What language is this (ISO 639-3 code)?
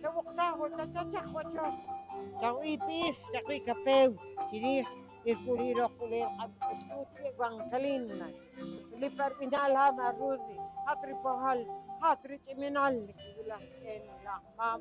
poh